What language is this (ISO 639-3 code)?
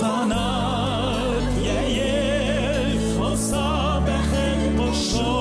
bak